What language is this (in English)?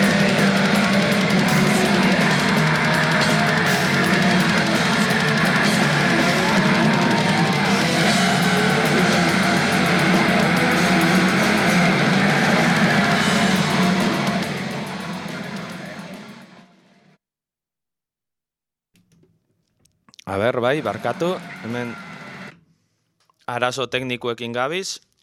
Basque